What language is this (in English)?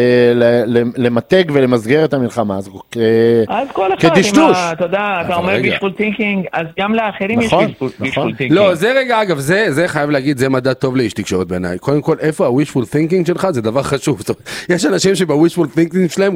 Hebrew